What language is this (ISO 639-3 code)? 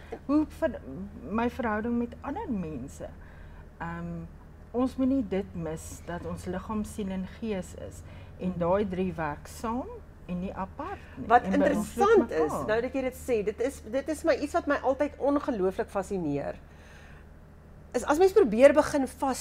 afr